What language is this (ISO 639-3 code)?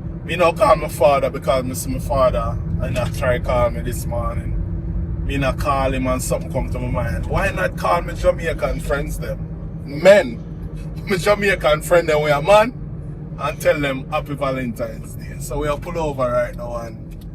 jam